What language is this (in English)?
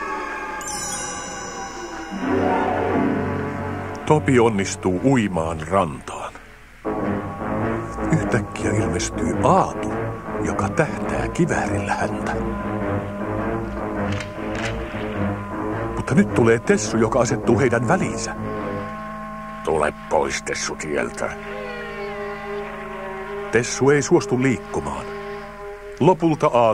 Finnish